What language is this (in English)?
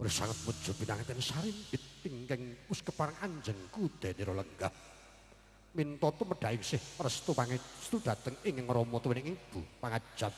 Javanese